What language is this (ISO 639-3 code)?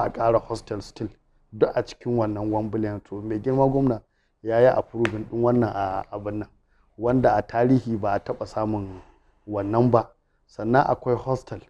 hau